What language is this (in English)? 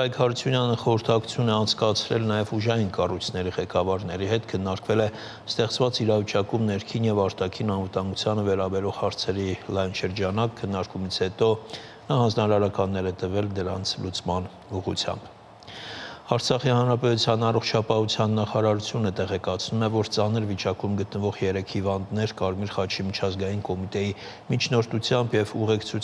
Armenian